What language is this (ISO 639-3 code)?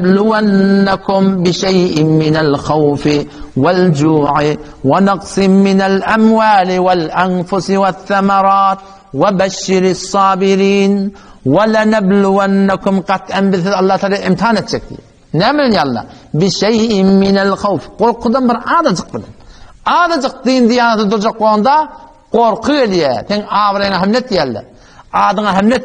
tuk